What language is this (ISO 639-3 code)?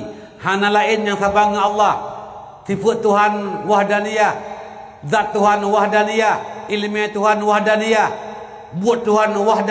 ace